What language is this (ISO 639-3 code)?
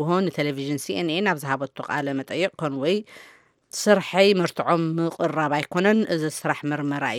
tir